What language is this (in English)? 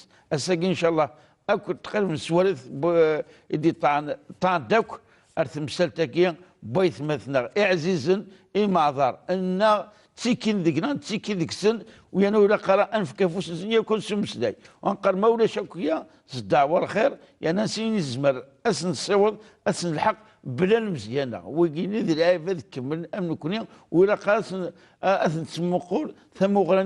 Kabyle